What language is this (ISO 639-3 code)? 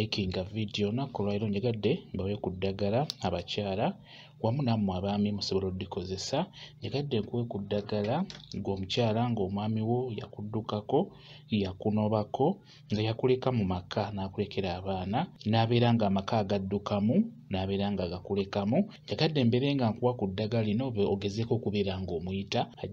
lug